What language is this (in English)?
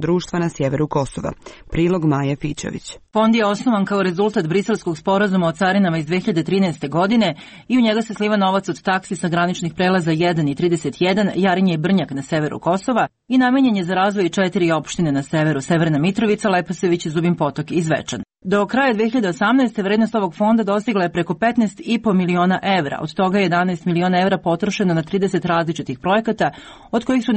Serbian